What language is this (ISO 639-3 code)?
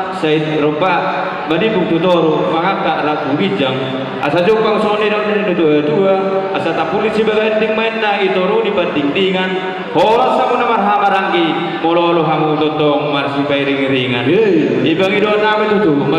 bbc